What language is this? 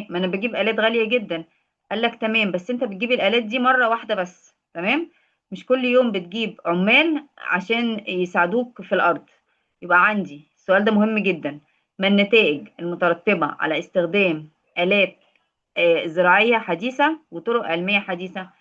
Egyptian Arabic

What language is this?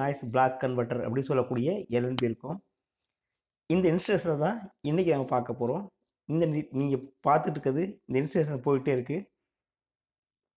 Tamil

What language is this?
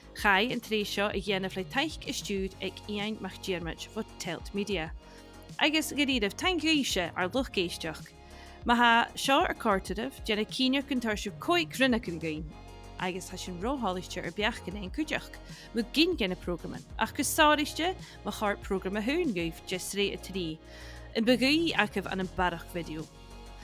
Scottish Gaelic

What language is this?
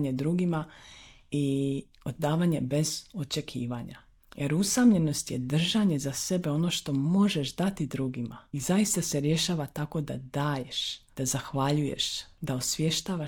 Croatian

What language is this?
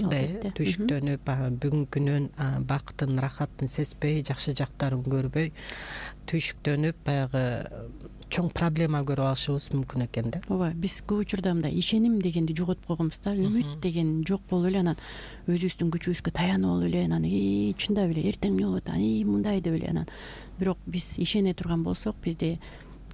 Kyrgyz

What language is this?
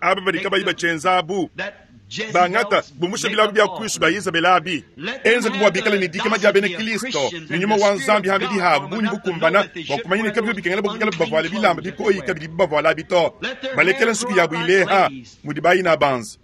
Luba-Lulua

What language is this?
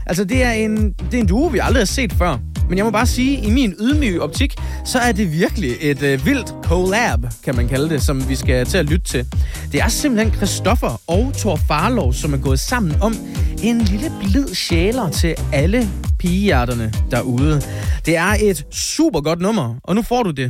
Danish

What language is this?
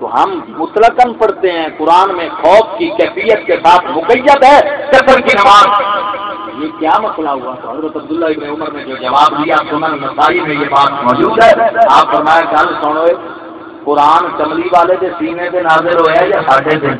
Saraiki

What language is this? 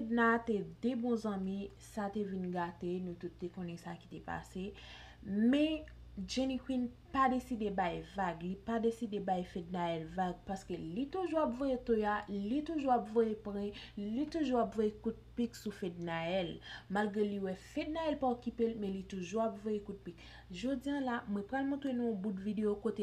Haitian Creole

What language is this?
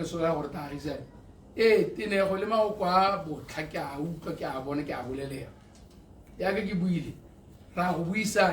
Tswana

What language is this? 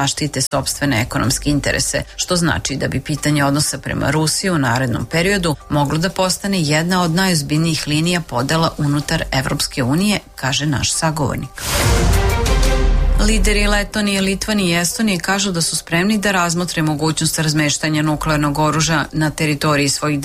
Serbian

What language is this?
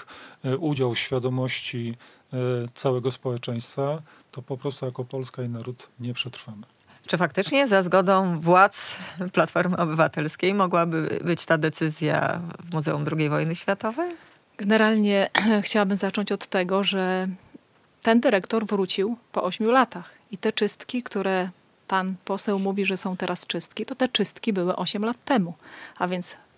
Polish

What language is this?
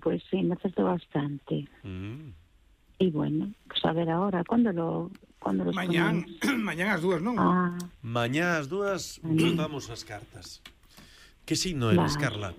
Galician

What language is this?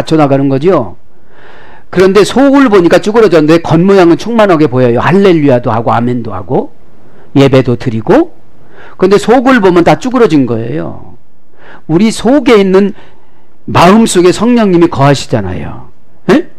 Korean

